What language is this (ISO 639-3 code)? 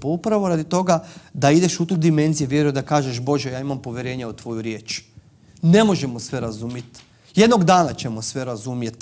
hrv